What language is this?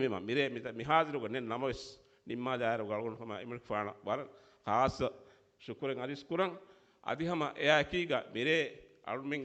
Divehi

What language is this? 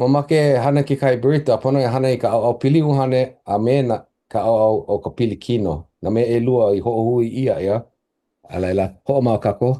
Hawaiian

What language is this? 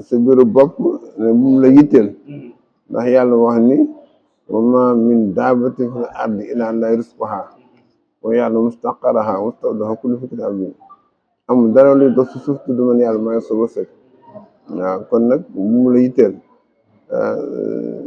Wolof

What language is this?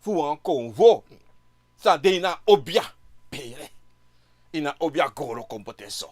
Sranan Tongo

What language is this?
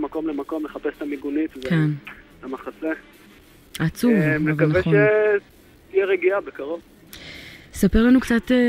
Hebrew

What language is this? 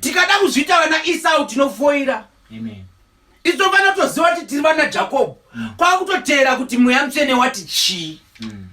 Shona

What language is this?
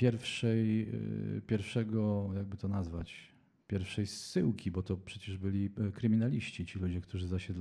Polish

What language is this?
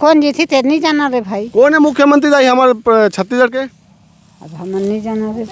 Chhattisgarhi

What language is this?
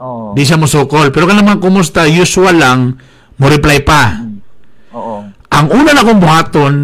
Cebuano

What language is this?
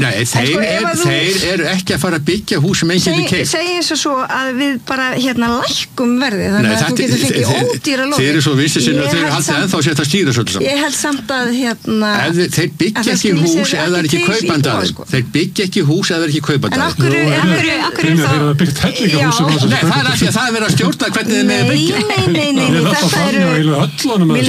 Icelandic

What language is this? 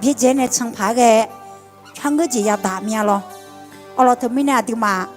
Akha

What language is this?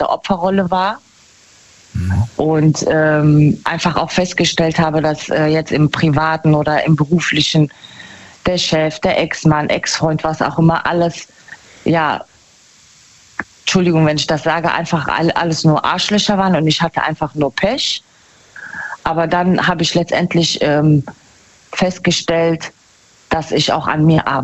German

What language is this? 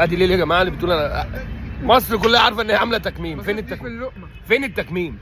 Egyptian Arabic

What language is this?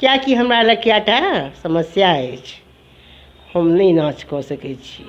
Maithili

